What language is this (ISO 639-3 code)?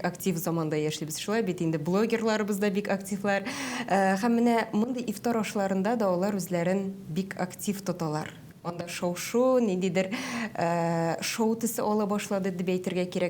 tat